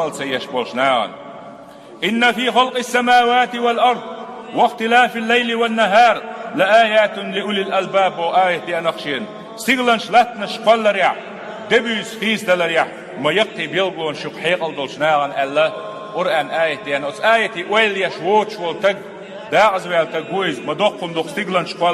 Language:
Chechen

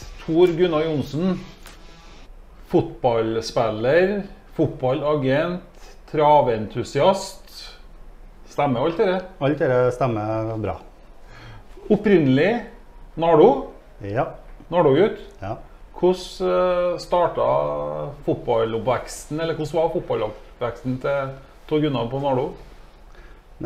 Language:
Norwegian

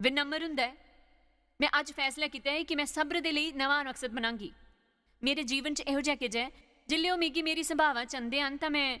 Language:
Dogri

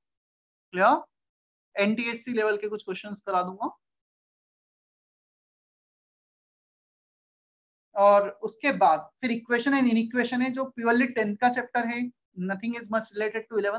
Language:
Hindi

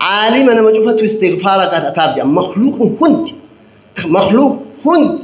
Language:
Oromo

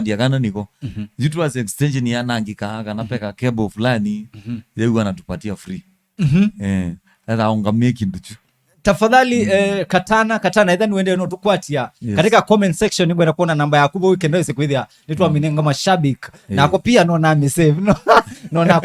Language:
Kamba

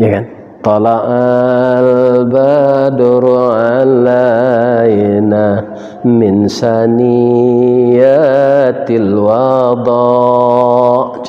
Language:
Minangkabau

